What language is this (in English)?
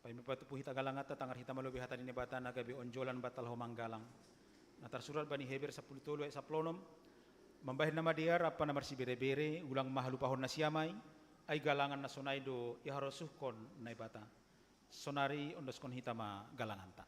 Batak Simalungun